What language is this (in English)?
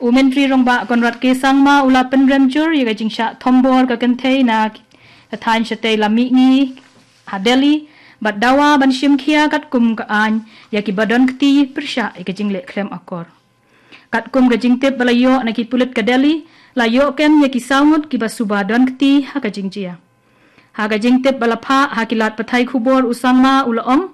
Khasi